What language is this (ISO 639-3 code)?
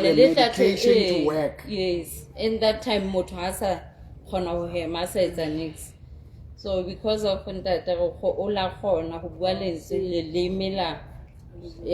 sot